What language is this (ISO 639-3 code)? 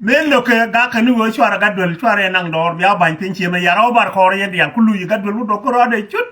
nus